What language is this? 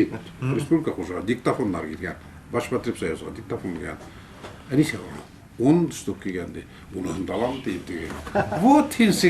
Bashkir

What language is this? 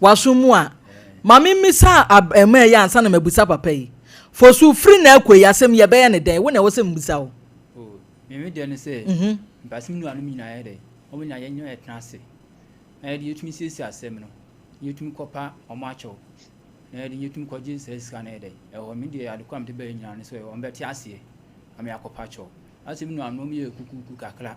Akan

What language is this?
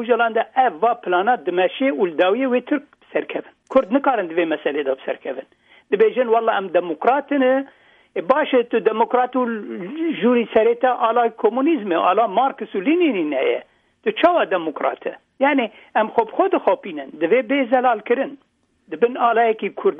Kurdish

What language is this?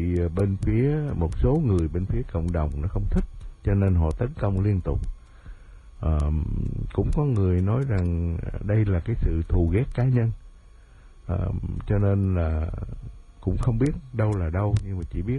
Vietnamese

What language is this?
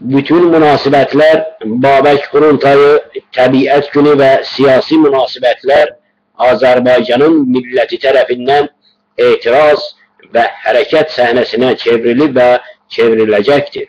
South Azerbaijani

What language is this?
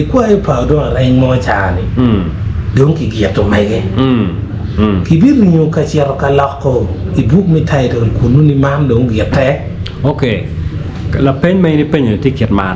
Acoli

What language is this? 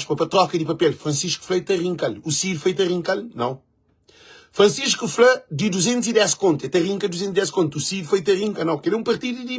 Kabuverdianu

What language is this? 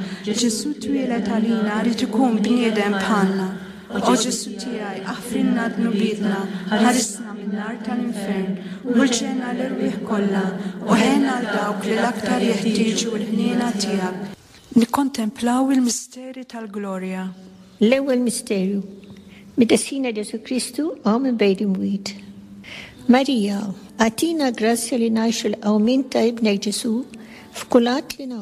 Maltese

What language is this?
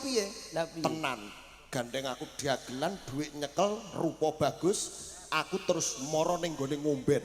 Javanese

